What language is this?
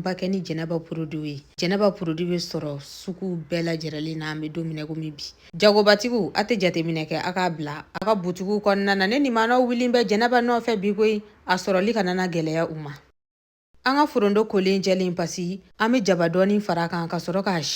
Bambara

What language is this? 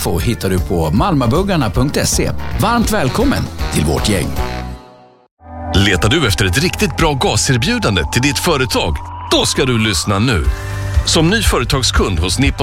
Swedish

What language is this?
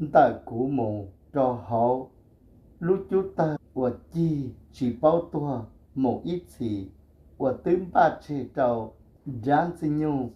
Hmong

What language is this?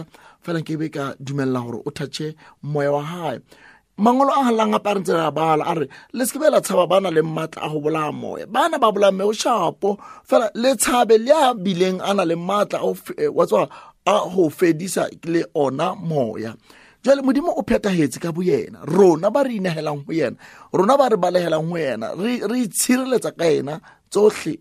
Southern Sotho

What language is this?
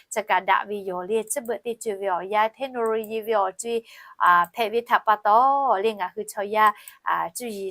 Lahu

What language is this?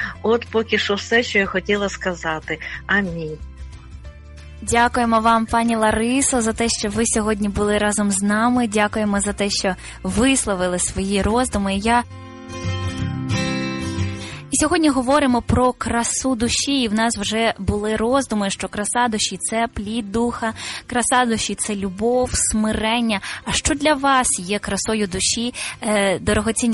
Ukrainian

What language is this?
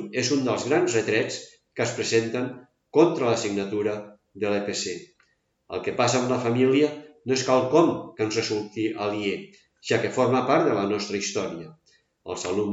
Catalan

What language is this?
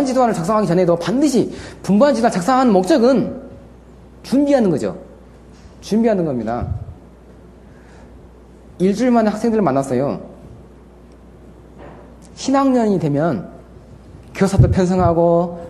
Korean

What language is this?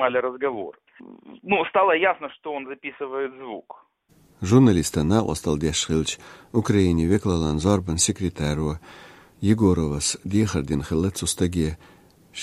Chechen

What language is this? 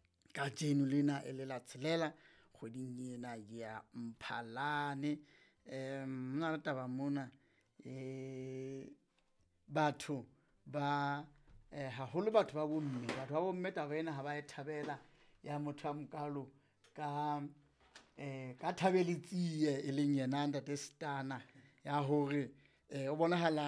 Southern Sotho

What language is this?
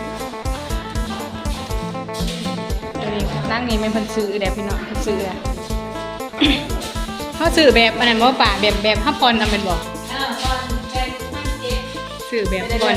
Lao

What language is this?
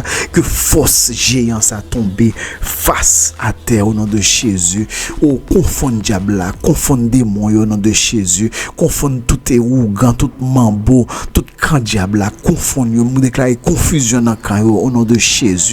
Haitian Creole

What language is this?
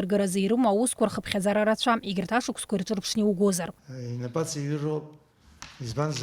Abkhazian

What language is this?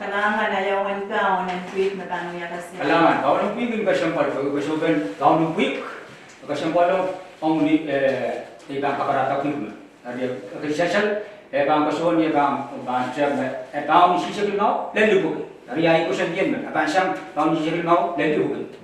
Pohnpeian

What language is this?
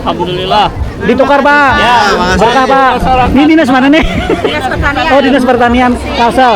Banjar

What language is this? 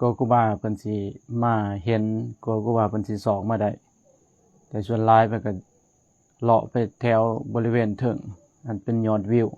Lao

